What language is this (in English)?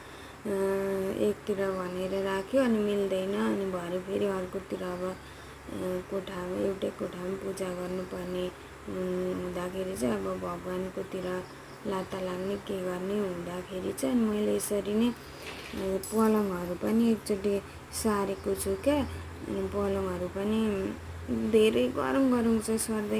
Nepali